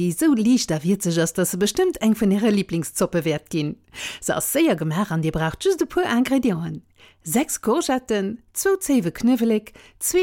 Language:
Luxembourgish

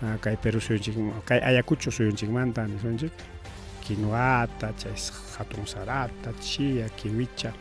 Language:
Ayacucho Quechua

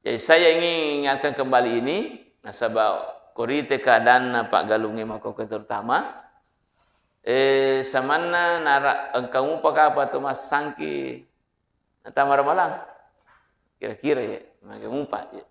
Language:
Buginese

